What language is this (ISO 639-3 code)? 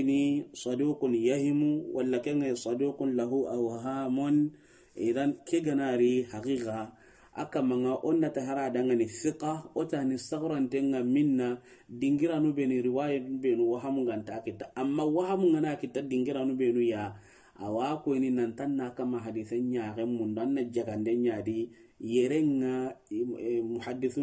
snk